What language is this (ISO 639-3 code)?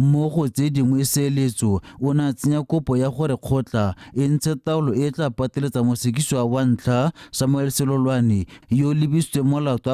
tsn